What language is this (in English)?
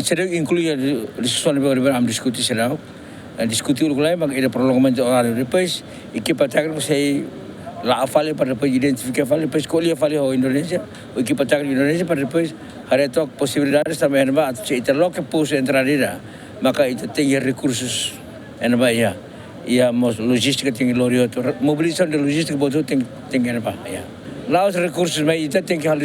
Tetum